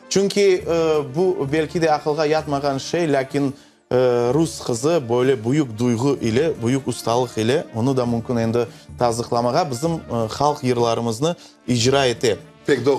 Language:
Crimean Tatar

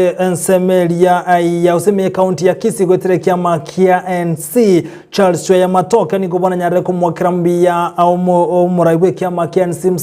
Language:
Gusii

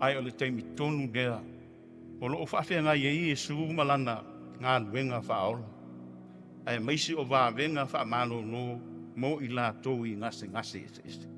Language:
Samoan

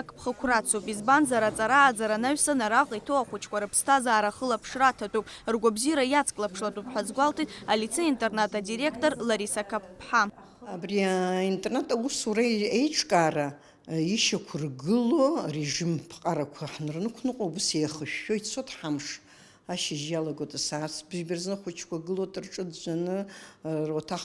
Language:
Abkhazian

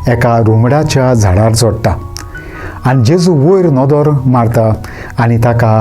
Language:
Konkani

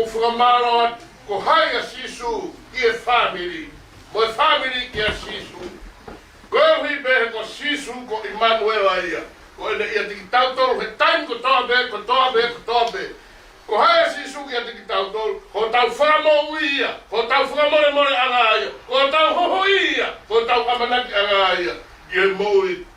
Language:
Tongan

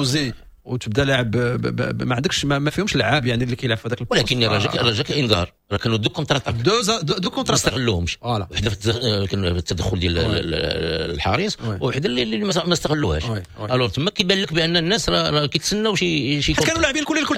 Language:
Moroccan Arabic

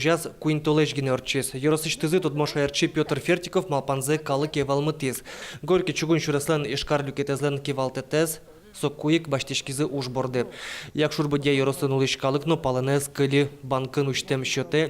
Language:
Udmurt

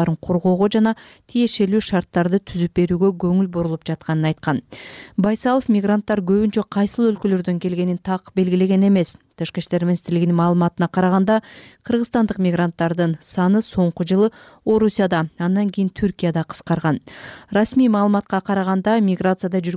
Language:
Kyrgyz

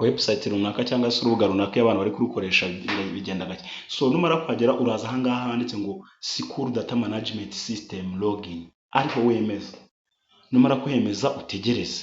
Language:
Kinyarwanda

